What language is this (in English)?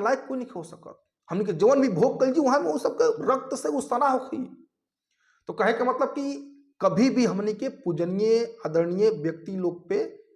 Bhojpuri